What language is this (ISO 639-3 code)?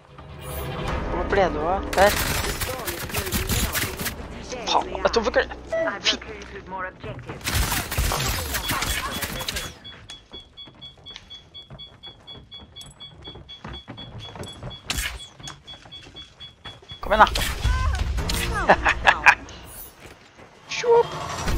nor